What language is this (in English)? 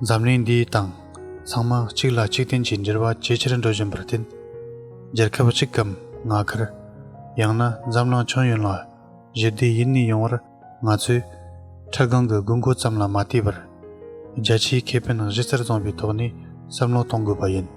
Tibetan